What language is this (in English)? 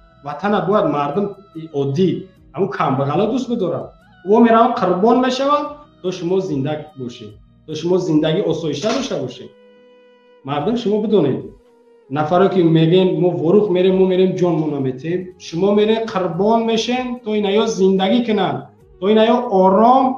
Tajik